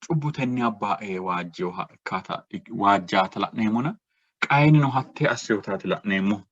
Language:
Sidamo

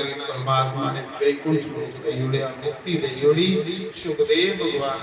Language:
Dogri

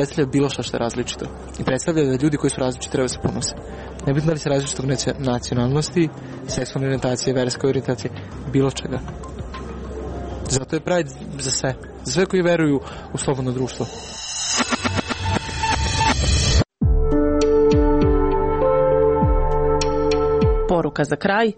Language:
Serbian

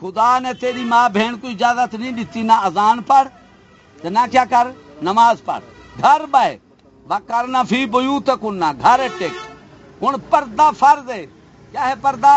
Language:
Saraiki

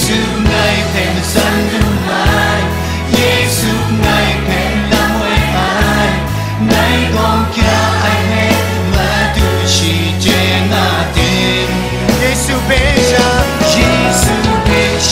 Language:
Kachin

